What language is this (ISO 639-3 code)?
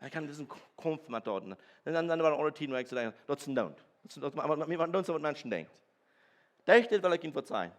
pdt